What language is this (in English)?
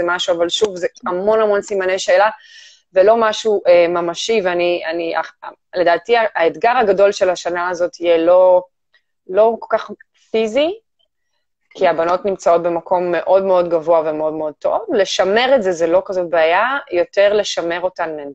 Hebrew